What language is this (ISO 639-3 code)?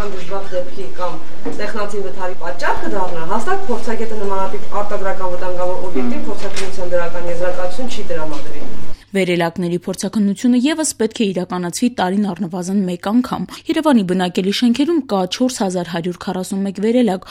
hye